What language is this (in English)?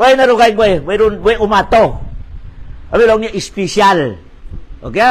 Tausug